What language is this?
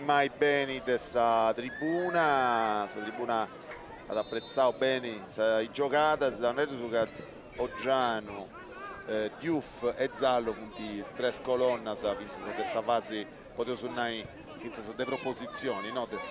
Sardinian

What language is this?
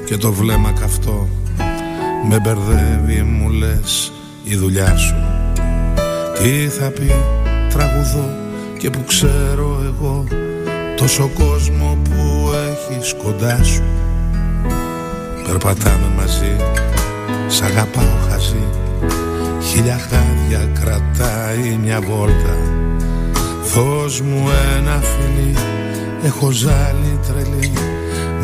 Greek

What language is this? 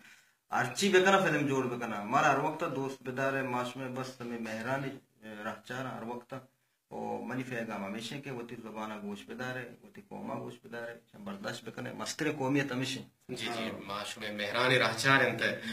Eastern Balochi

